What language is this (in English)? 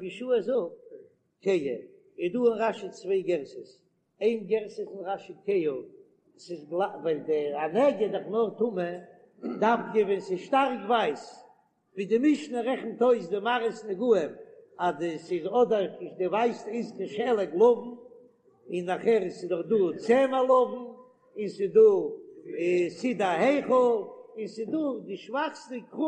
Yiddish